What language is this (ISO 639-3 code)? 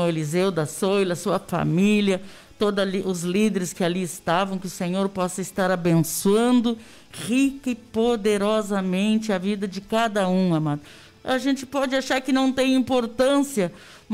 por